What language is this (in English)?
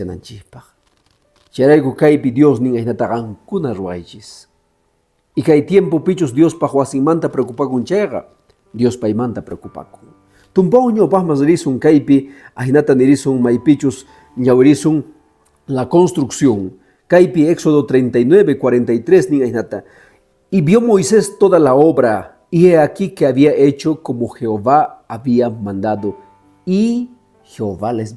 Quechua